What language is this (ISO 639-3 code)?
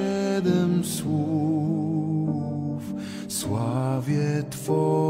pol